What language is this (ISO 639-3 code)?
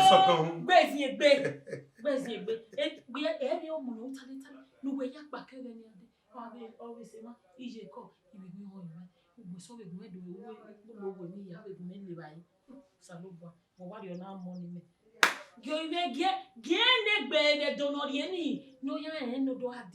bin